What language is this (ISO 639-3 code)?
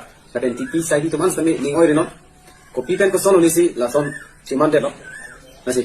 mjw